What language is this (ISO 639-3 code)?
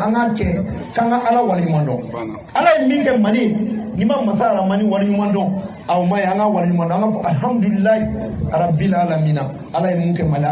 bam